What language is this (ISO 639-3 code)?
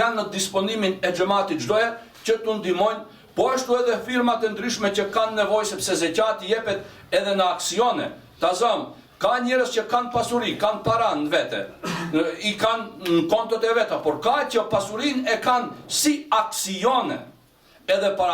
sqi